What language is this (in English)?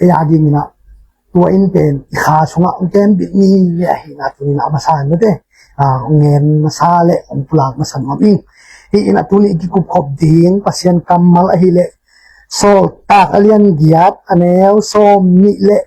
Tedim Chin